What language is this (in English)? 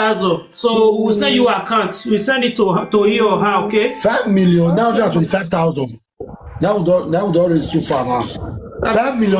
Nigerian Pidgin